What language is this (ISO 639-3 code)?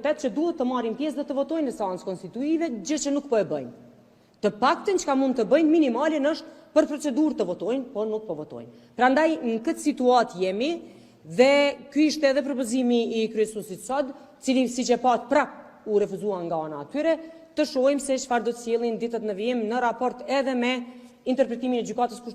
sqi